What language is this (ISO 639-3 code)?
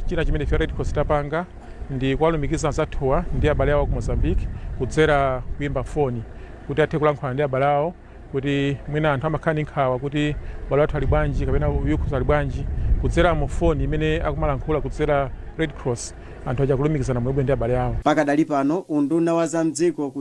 nya